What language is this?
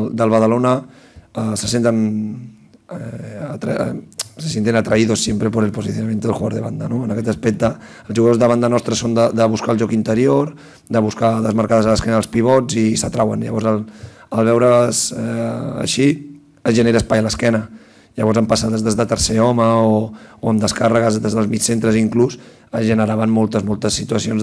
Catalan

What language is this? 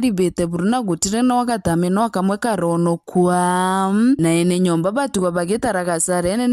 Meru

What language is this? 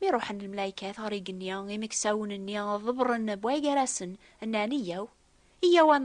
Kabyle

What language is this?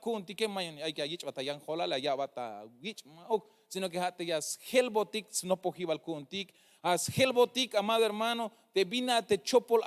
Tzeltal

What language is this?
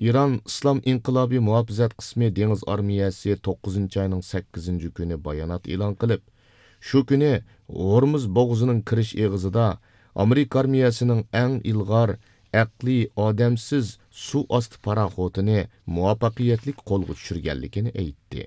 Uyghur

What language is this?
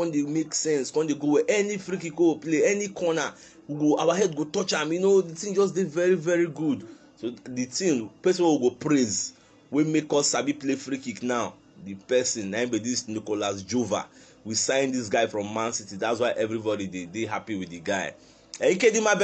Nigerian Pidgin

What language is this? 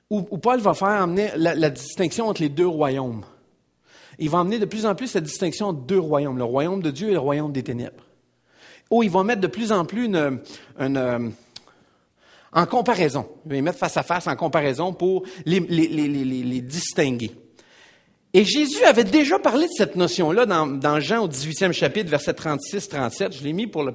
French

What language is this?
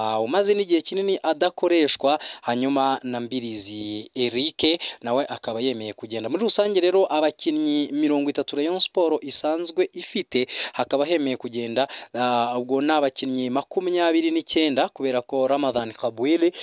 Kinyarwanda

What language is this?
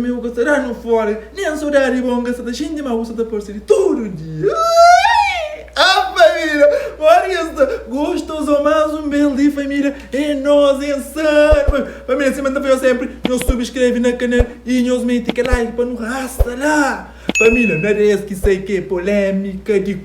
Kabuverdianu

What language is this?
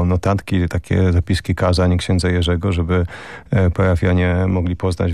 Polish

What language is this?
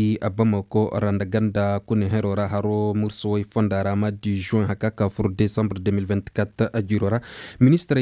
Koyraboro Senni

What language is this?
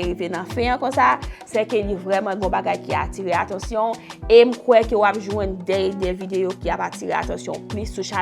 Haitian Creole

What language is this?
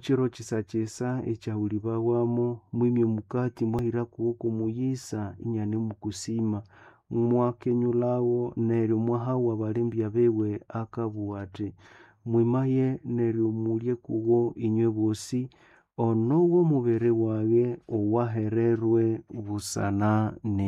Nande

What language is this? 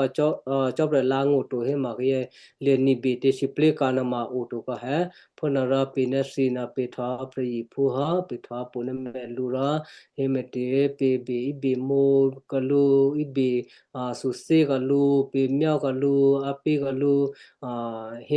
Western Kayah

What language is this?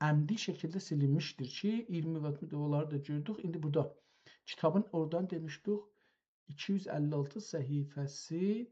South Azerbaijani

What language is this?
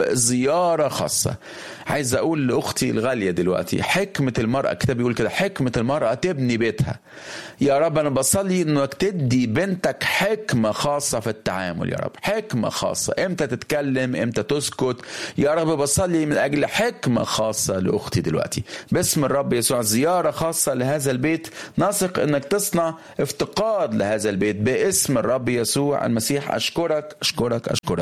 Egyptian Arabic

